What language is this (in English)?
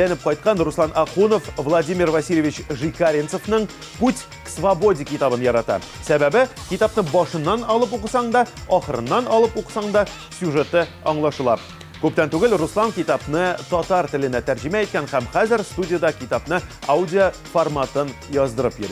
Tatar